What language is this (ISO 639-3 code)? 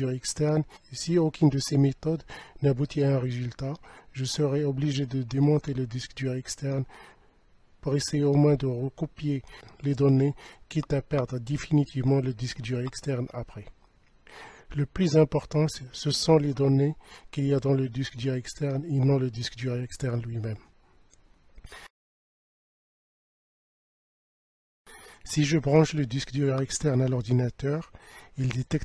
fra